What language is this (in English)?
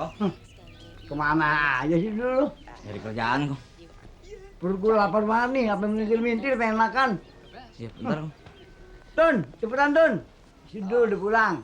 Betawi